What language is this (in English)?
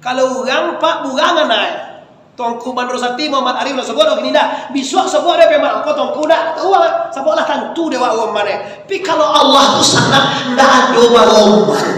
Minangkabau